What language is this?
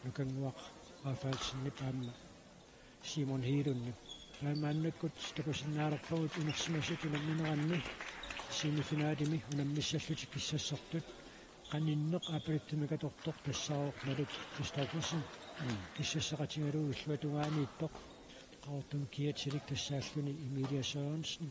Kalaallisut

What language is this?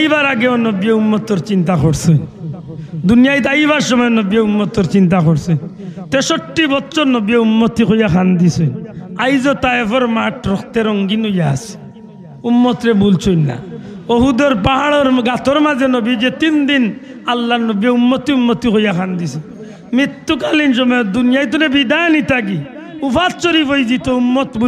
Sylheti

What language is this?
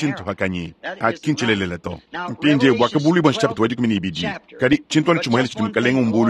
Luba-Lulua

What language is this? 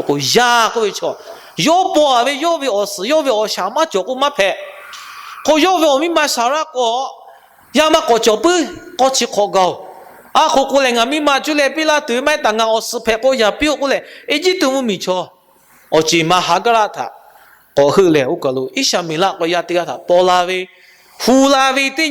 Lahu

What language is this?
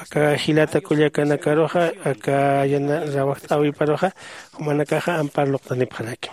Aymara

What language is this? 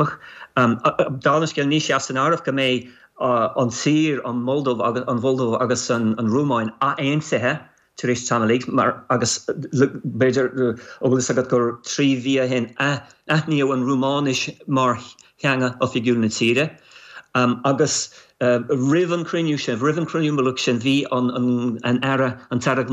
Irish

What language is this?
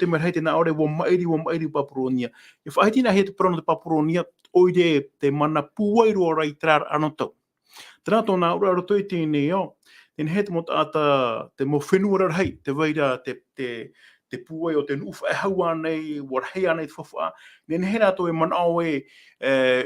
Tahitian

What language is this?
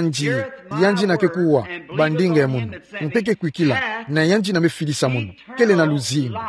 Kituba (Democratic Republic of Congo)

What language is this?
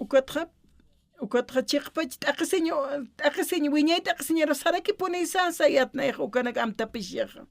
Aymara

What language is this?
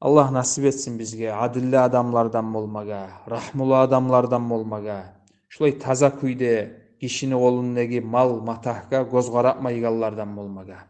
Kumyk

